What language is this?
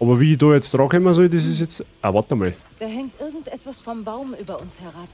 Bavarian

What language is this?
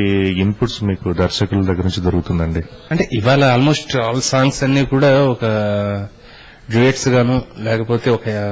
Telugu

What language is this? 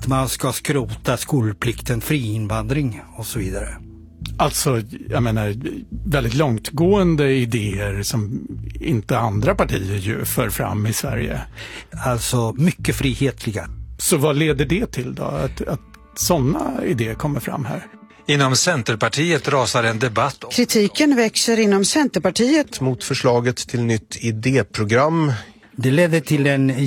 Swedish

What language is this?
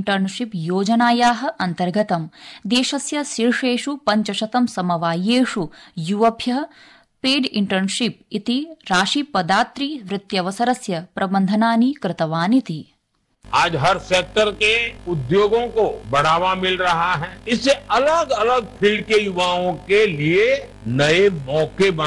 Sanskrit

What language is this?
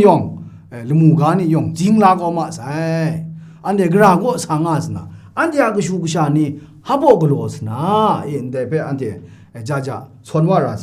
Kachin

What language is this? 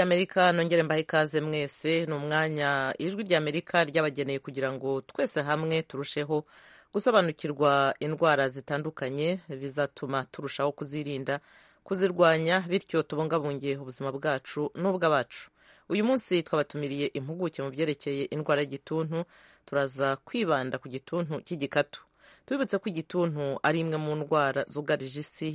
Kinyarwanda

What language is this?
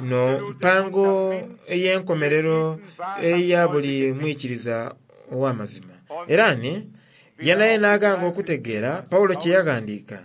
Soga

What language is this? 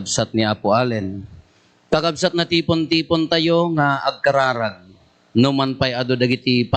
Iloko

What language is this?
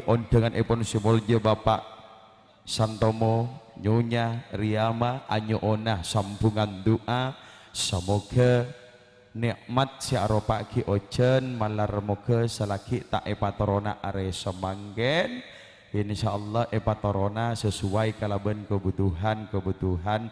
Madurese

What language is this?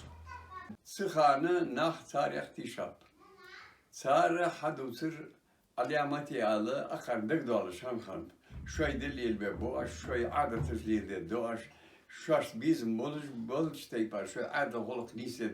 Ingush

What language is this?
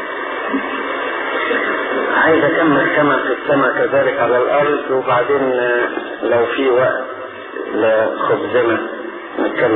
Egyptian Arabic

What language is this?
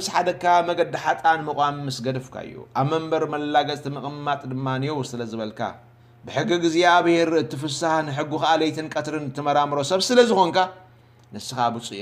Tigrinya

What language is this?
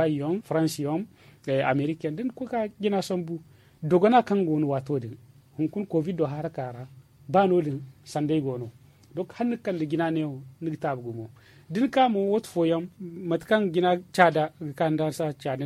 Zarma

